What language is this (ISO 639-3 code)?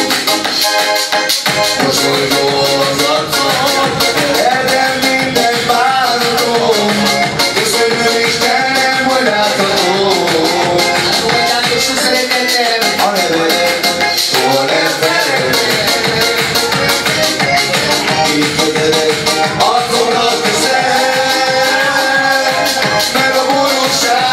hun